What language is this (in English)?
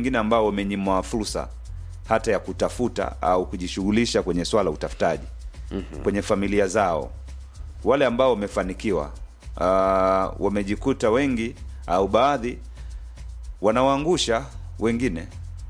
Swahili